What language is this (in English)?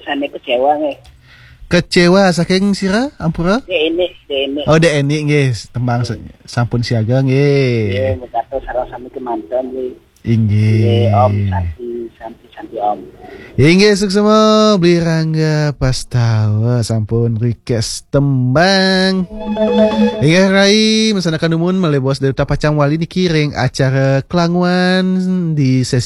Balinese